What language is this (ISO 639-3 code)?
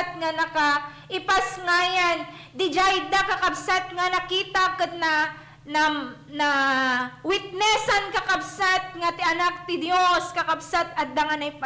ilo